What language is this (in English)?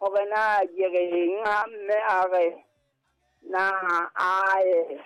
Southern Sotho